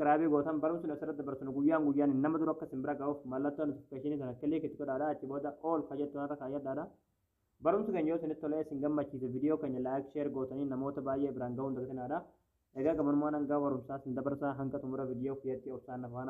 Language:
Oromo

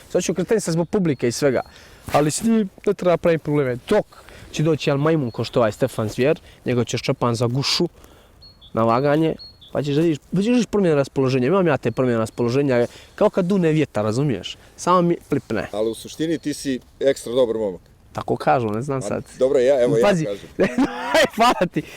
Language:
Bosnian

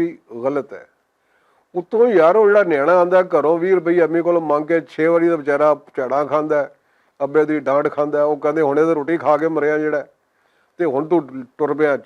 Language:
Western Panjabi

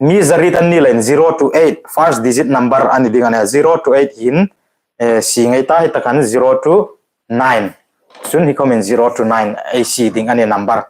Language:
Hmar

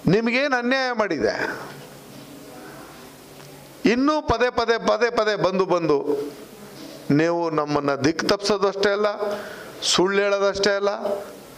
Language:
Kannada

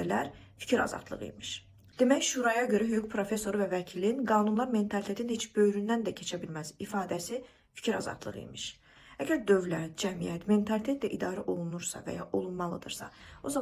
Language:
Azerbaijani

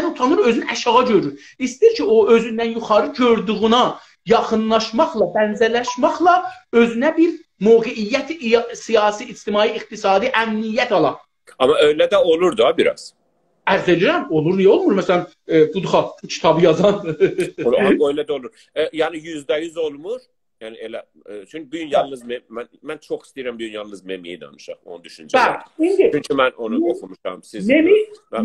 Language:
South Azerbaijani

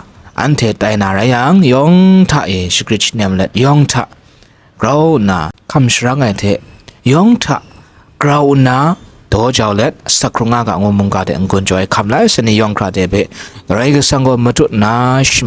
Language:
Kachin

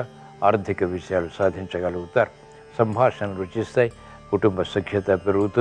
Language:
Telugu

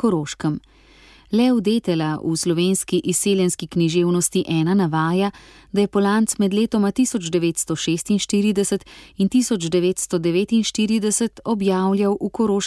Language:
Slovenian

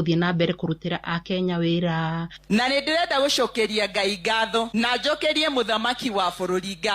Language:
Kikuyu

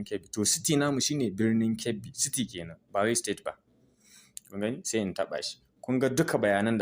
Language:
Hausa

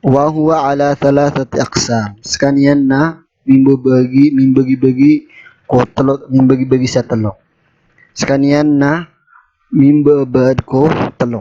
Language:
Maranao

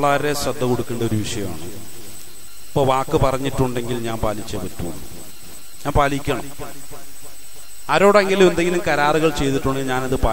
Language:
Malayalam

